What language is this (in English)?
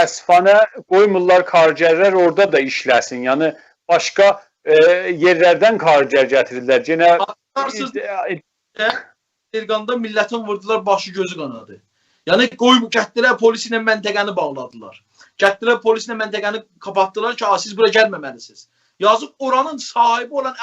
South Azerbaijani